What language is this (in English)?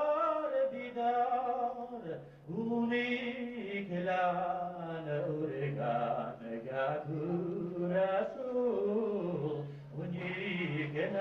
Bashkir